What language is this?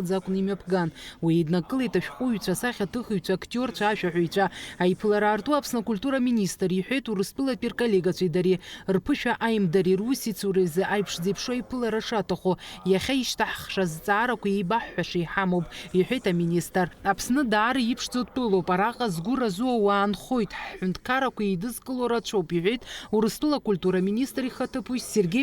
Abkhazian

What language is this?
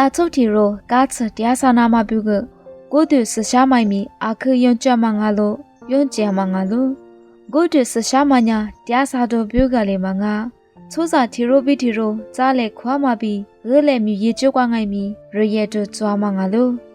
Lisu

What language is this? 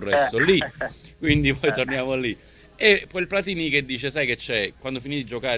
Italian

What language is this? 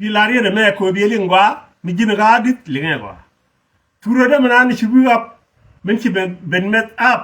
Nuer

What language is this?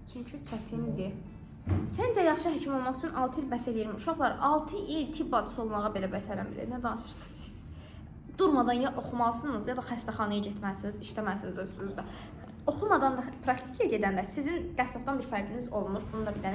Azerbaijani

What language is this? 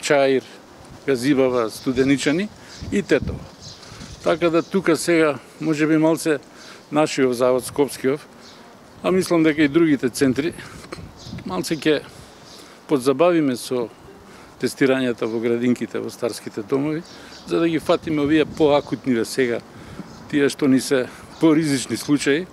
Macedonian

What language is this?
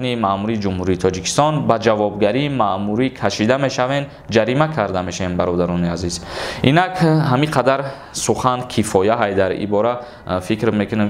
Tajik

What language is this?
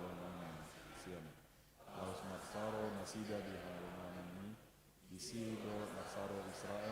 Batak Toba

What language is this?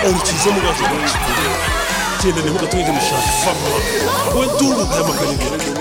Kinyarwanda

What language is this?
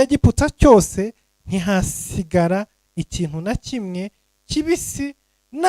Kinyarwanda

